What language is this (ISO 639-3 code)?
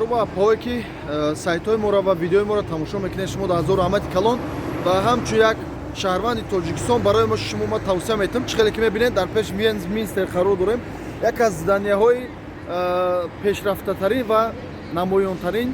tgk